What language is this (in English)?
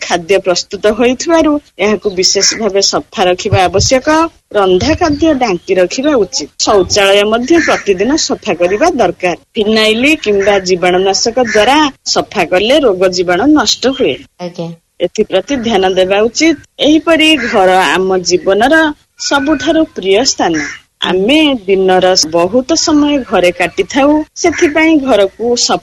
Odia